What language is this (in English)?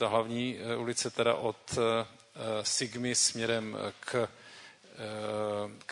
Czech